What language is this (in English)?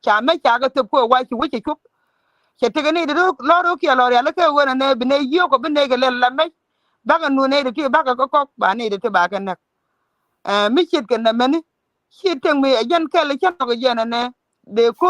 Nuer